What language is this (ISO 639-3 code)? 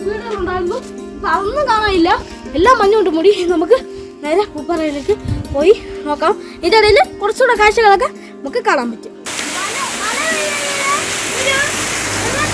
mal